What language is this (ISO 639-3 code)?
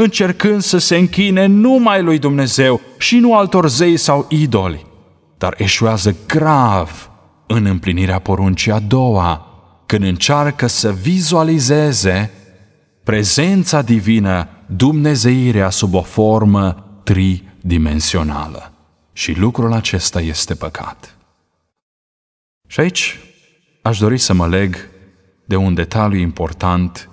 ron